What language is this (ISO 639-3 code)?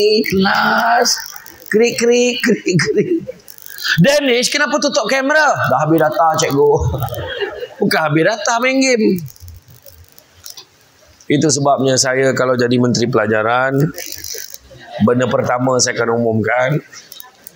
msa